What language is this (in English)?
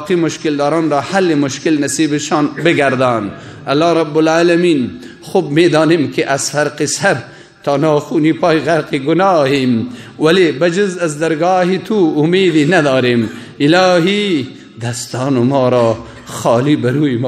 Persian